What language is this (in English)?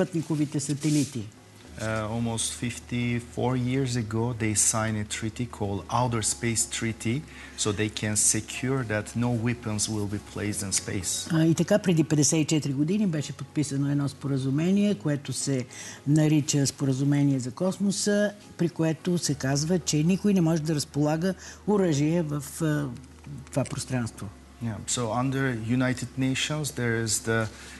Bulgarian